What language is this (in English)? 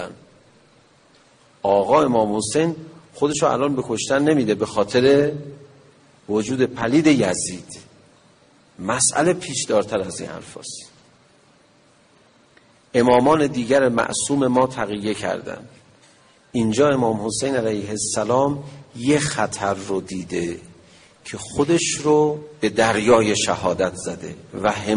Persian